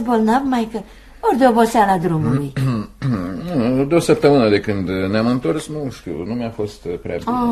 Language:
Romanian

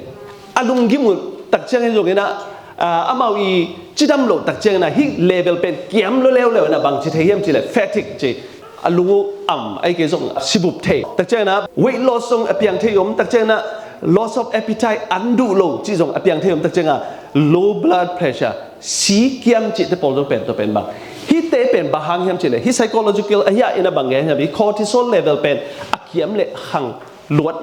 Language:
Tedim Chin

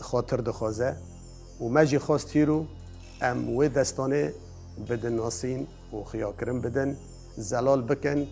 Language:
Kurdish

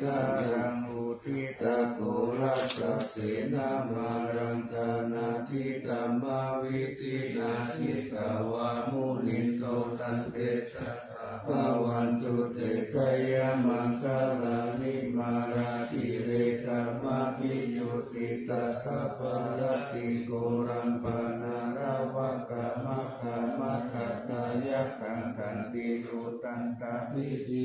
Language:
Pali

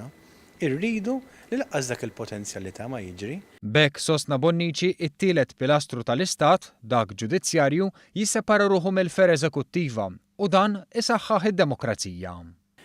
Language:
Maltese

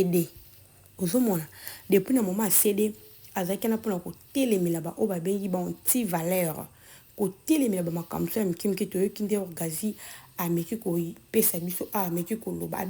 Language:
Lingala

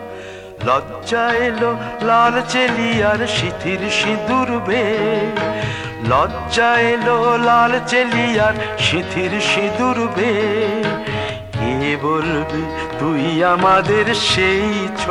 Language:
Bangla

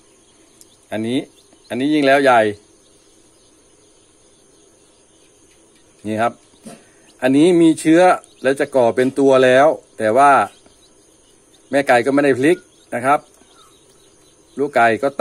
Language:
Thai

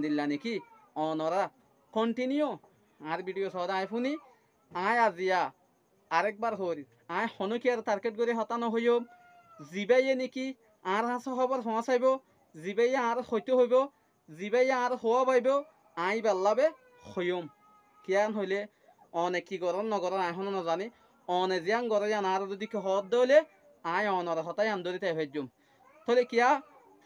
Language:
Rohingya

